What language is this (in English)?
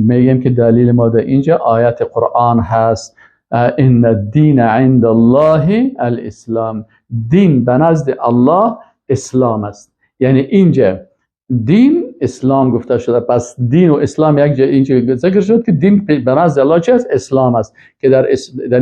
Persian